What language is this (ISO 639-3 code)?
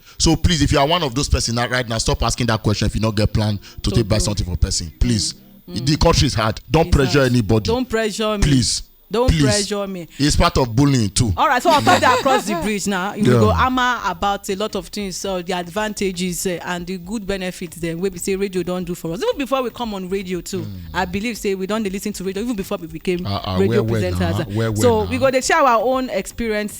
pcm